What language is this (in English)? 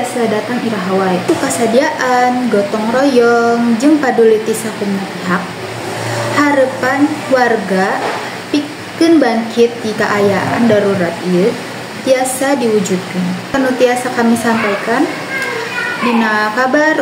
Sundanese